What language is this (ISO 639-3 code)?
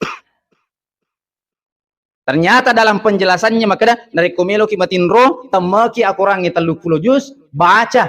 bug